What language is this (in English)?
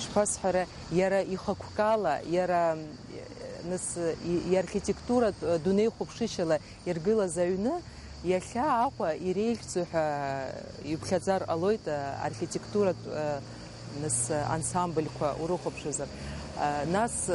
Abkhazian